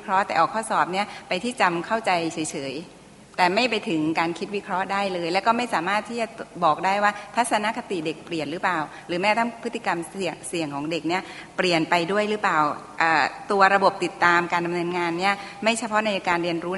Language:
Thai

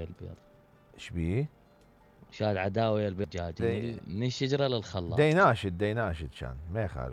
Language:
Mesopotamian Arabic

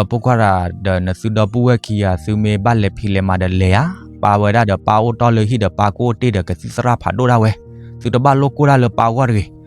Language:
S'gaw Karen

